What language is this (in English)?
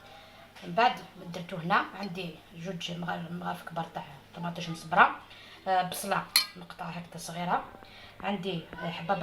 Algerian Arabic